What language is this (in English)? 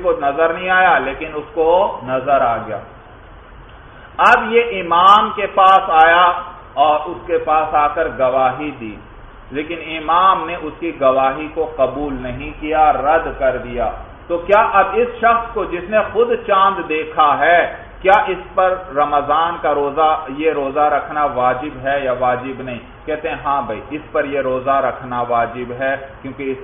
Urdu